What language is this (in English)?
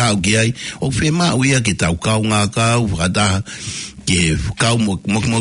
Tongan